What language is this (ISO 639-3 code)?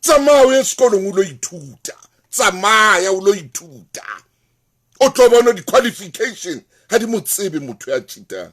sot